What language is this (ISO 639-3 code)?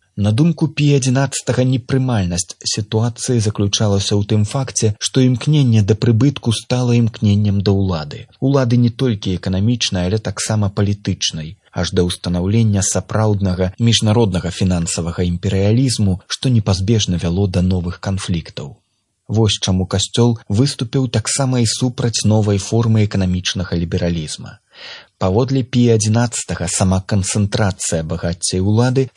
bel